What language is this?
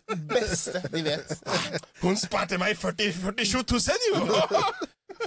Norwegian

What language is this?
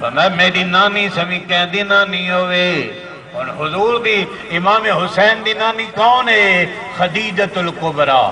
Saraiki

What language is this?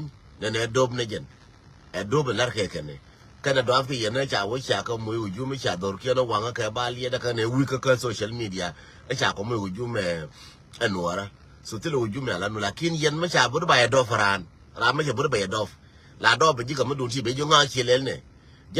Nuer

